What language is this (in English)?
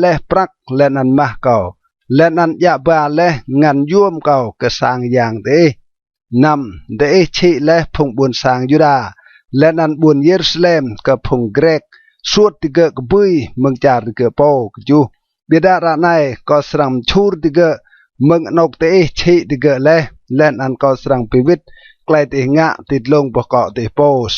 Rade